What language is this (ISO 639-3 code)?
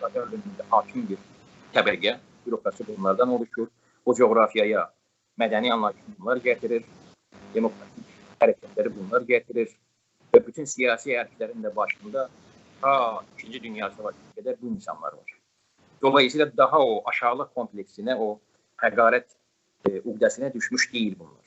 azb